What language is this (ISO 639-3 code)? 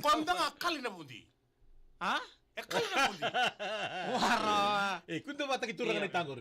fij